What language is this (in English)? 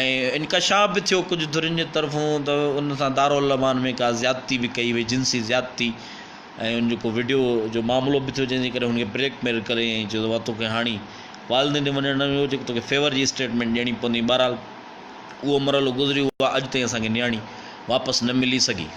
Sindhi